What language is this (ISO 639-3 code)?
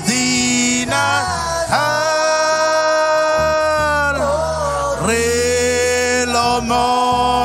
mah